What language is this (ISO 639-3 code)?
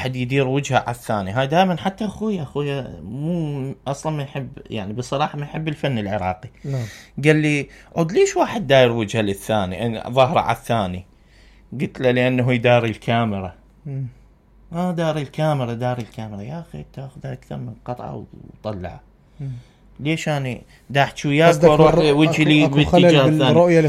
acm